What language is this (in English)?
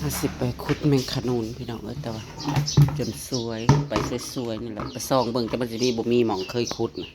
Northeastern Thai